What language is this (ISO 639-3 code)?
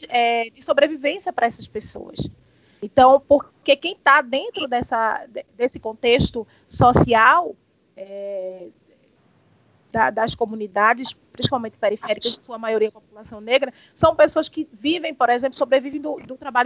por